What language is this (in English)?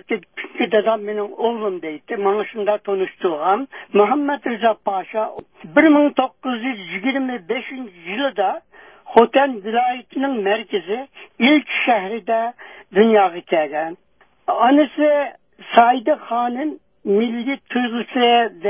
Uyghur